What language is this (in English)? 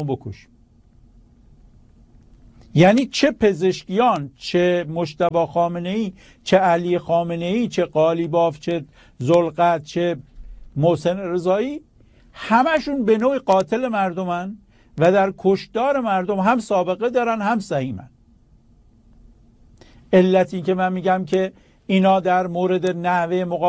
Persian